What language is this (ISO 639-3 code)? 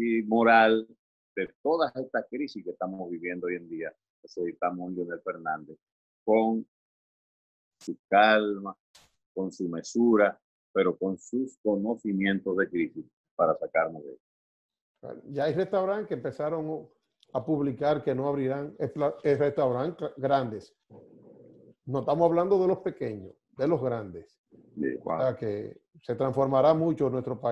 spa